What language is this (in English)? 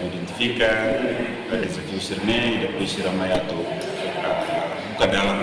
Tetum